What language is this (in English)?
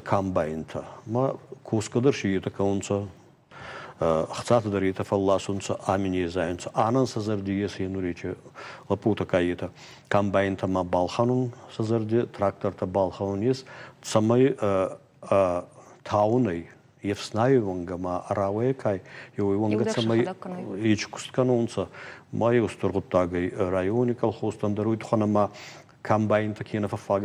Ossetic